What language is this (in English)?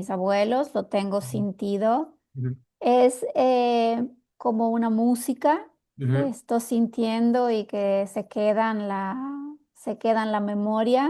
Ladino